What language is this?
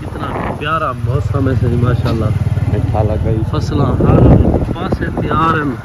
Saraiki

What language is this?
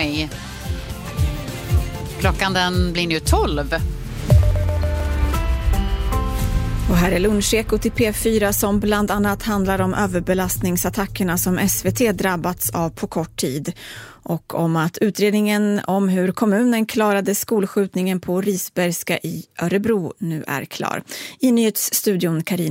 Swedish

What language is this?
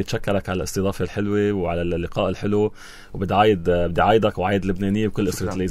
North Levantine Arabic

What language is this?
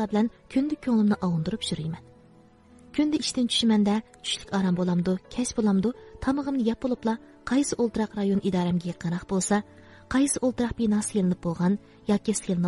Uyghur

